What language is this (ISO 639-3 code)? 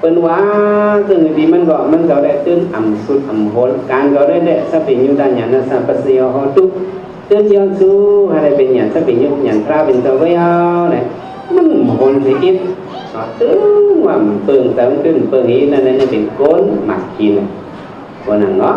shn